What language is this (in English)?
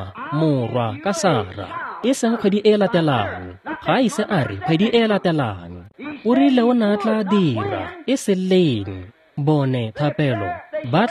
Tswana